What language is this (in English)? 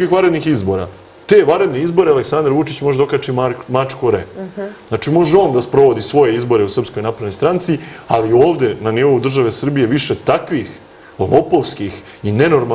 Serbian